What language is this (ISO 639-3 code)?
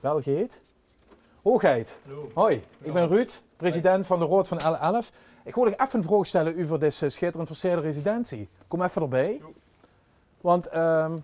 lim